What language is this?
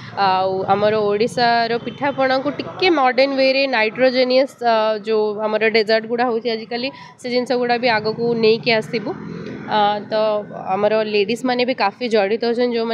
Odia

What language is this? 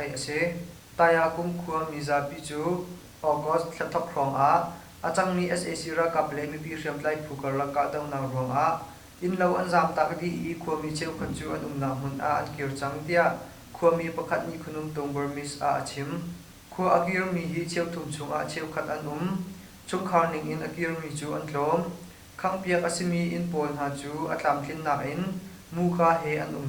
Hakha Chin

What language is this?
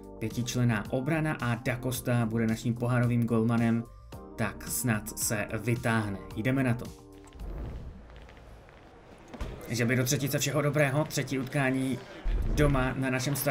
Czech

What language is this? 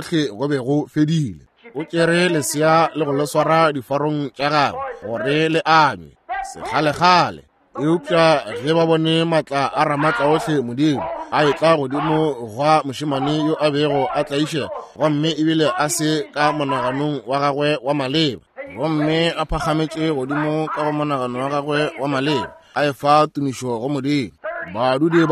Northern Sotho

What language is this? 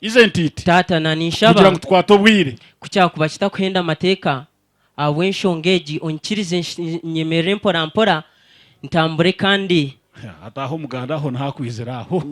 Nyankole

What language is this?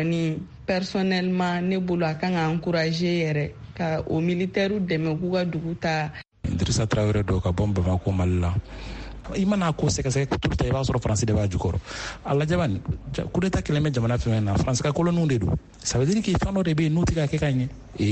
Bambara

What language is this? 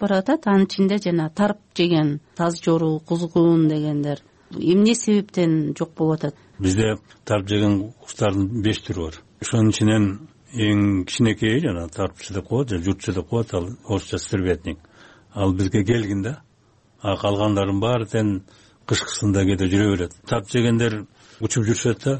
Kyrgyz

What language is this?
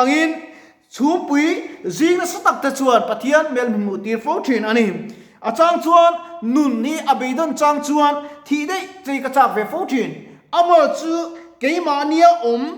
Mizo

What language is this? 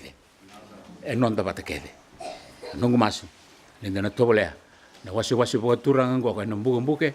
Fijian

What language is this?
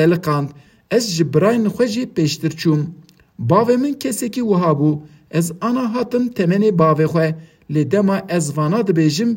Kurdish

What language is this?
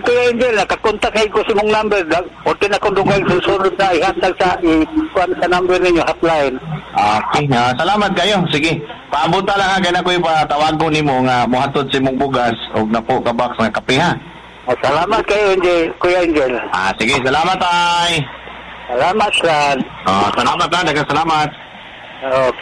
Cebuano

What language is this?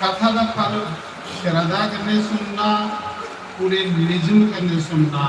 Dogri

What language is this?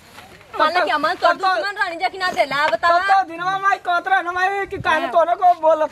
Bhojpuri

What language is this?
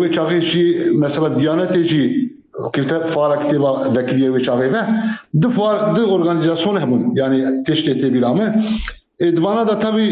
Kurdish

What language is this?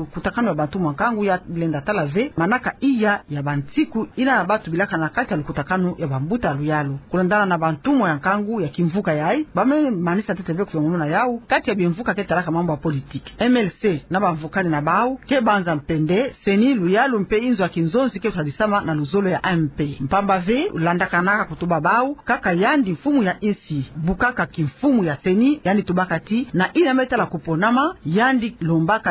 Kituba (Democratic Republic of Congo)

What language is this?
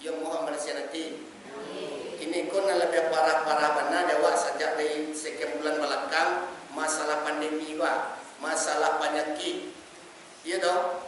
Minangkabau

